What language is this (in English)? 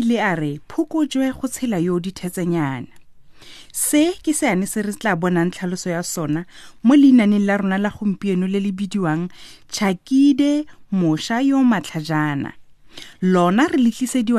Tswana